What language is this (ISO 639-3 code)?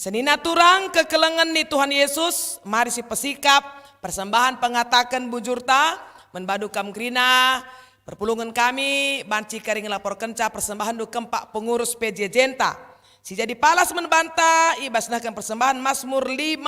btx